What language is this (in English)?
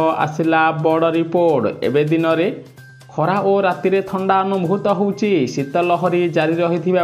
Odia